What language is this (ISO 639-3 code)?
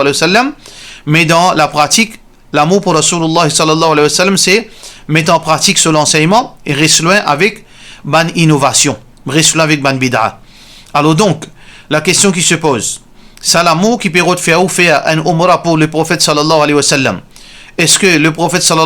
mfe